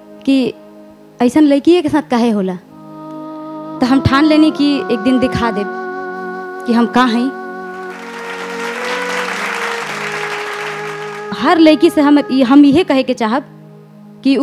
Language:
Bhojpuri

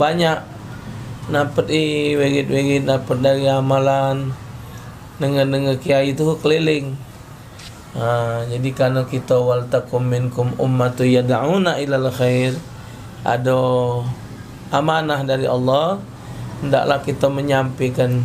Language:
Musi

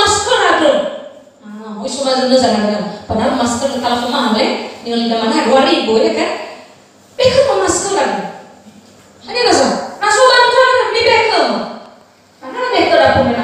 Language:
Nias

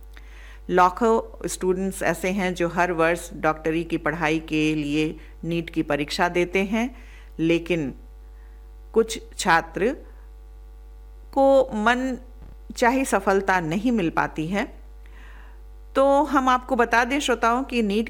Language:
Hindi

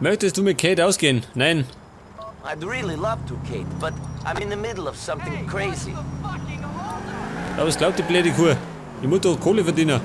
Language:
Bavarian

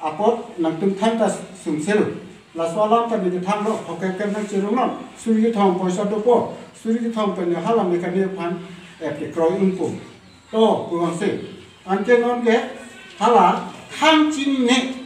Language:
Karbi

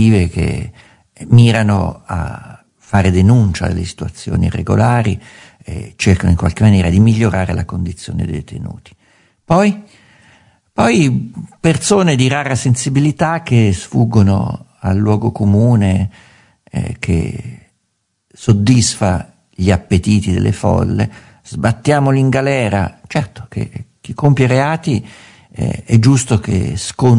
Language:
Italian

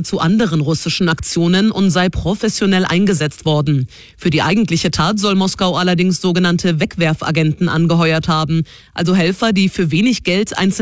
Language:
German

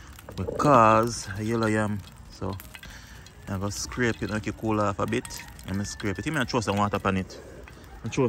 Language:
Jamaican Creole English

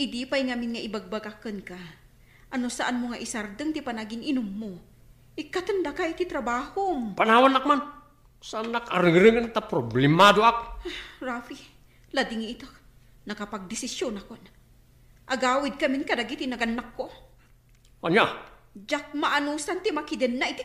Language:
Iloko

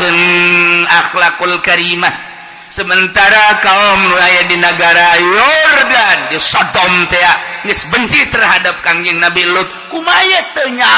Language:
Sundanese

